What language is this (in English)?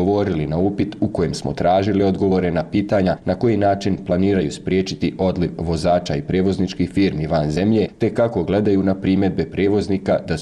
Bosnian